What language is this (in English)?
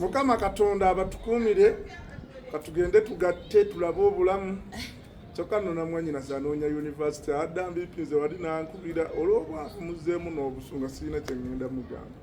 Ganda